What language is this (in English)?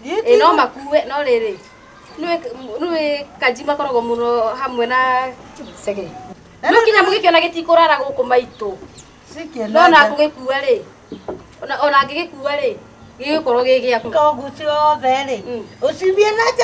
Kikuyu